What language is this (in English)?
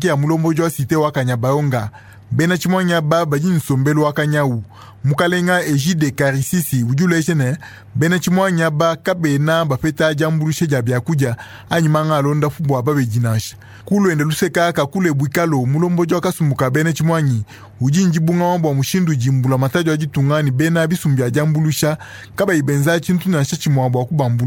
Luba-Lulua